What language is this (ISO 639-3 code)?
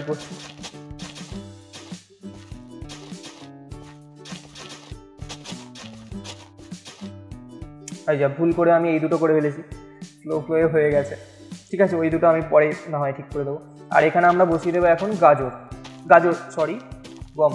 ben